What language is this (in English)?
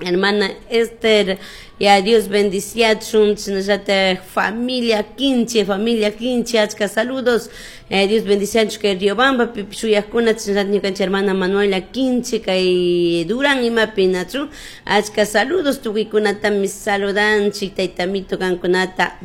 Chimborazo Highland Quichua